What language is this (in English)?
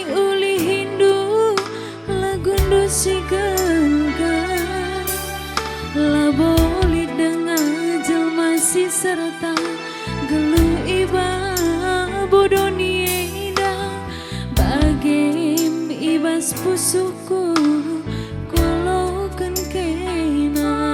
Batak Karo